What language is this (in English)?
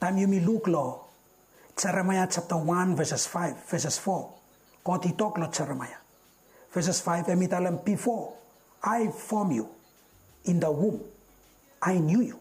Bislama